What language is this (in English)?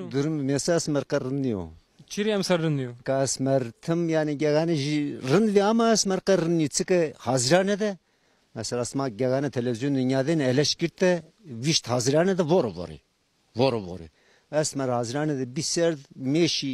Zaza